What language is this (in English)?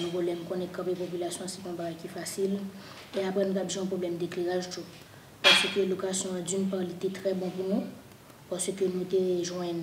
Haitian Creole